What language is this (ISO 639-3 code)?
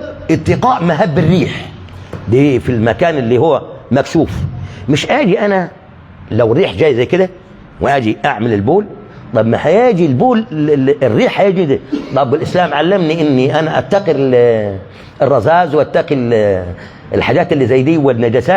arz